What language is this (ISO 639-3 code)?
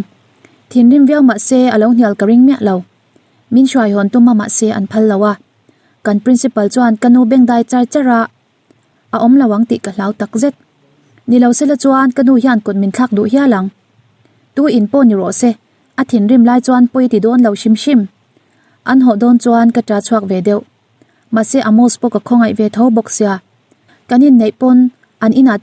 lus